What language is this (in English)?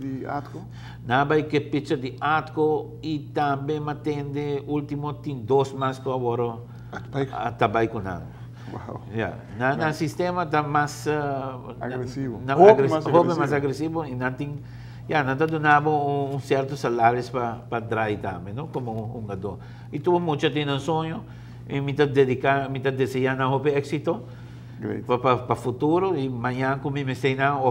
Papiamento